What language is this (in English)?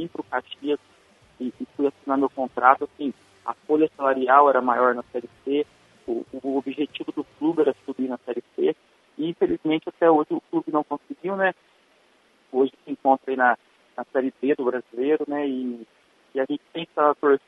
Portuguese